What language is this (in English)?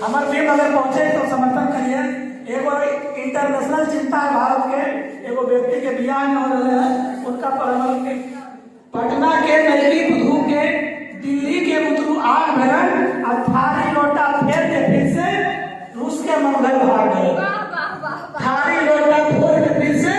Magahi